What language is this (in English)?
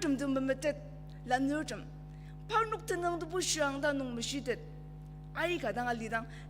Ao Naga